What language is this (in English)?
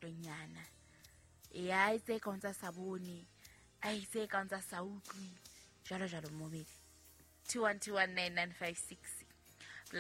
Southern Sotho